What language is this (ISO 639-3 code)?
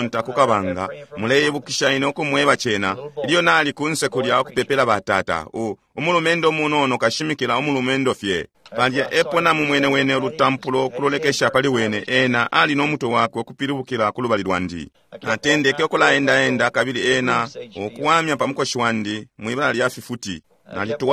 bem